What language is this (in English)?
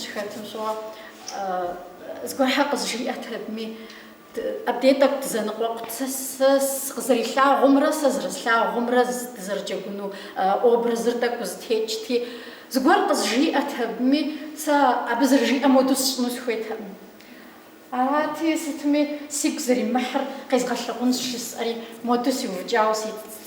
Kabardian